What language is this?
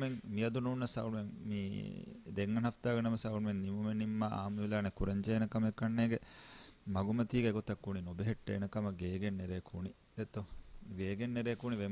Divehi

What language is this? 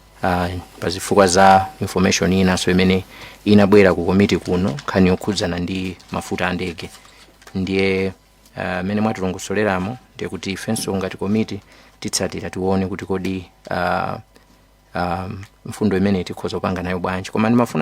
Nyanja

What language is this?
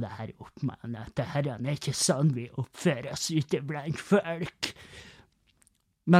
Norwegian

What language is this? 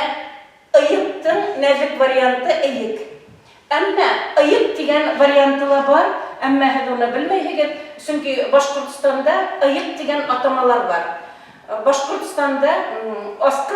Bashkir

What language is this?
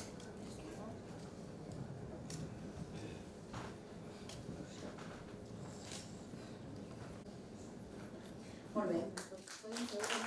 Catalan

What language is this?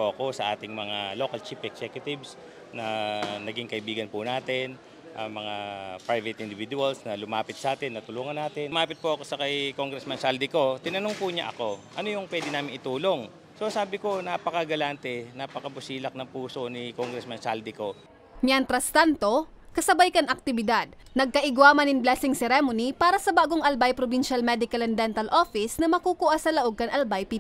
Bikol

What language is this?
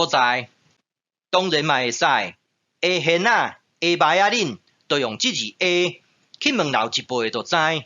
Min Nan Chinese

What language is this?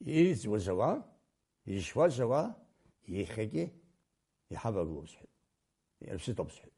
Abkhazian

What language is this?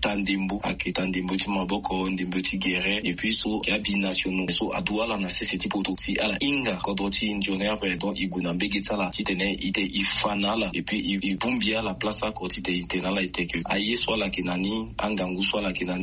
Sango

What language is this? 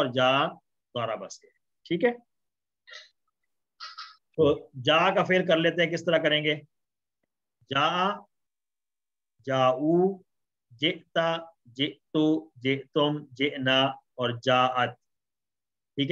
Urdu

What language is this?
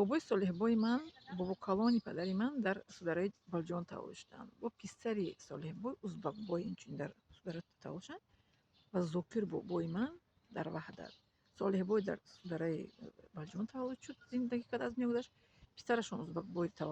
Tajik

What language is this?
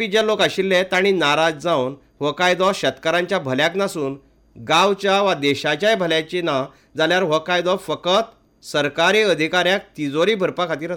Konkani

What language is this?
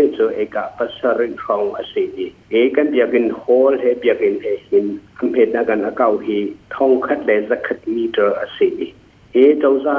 Hakha Chin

